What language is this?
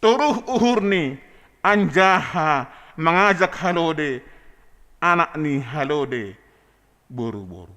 Batak Simalungun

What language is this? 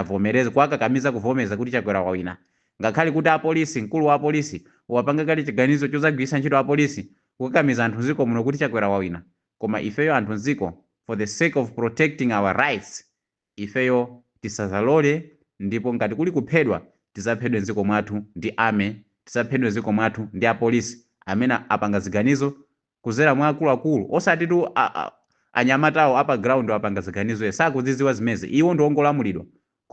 Nyanja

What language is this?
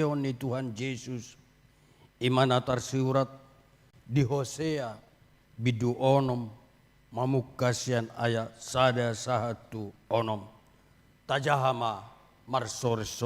Batak Toba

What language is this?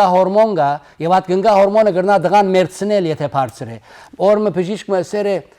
Western Armenian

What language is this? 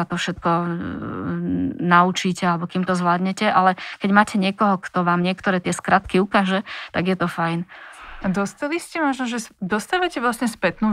Slovak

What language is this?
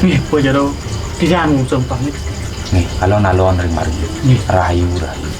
Balinese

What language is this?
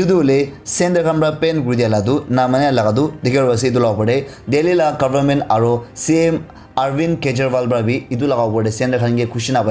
Naga Pidgin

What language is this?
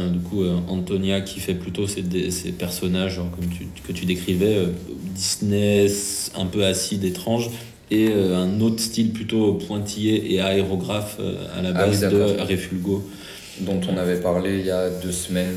French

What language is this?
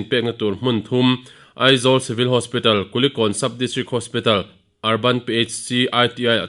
Mizo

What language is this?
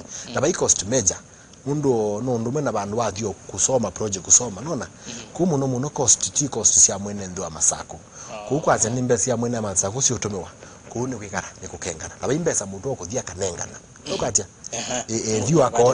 Kamba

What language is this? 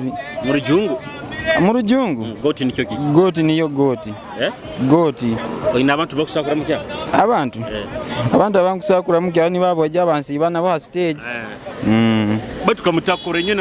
Nyoro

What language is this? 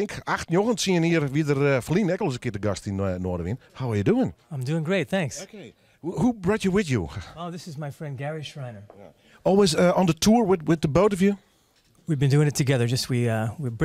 Western Frisian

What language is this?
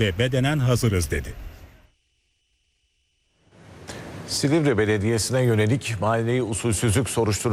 Turkish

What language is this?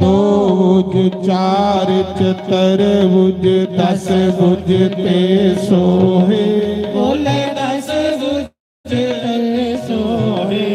Dogri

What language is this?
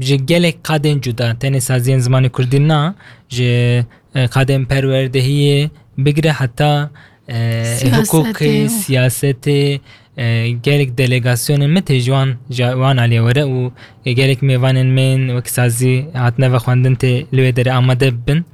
Kurdish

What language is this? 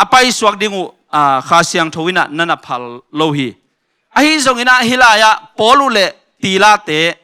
Tedim Chin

